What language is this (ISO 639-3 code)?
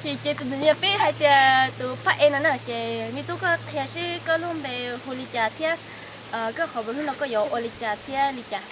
hmn